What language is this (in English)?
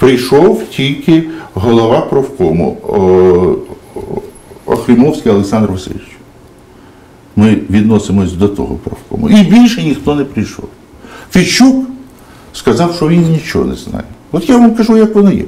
Ukrainian